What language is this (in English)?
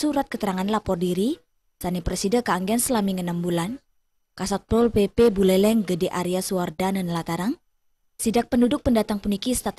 Balinese